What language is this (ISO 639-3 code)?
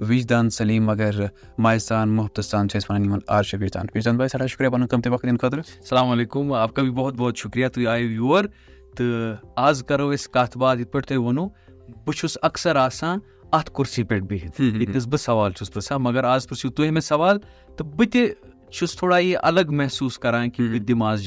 kas